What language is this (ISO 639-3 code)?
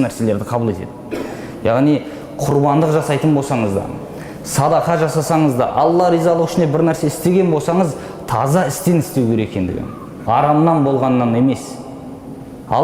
kaz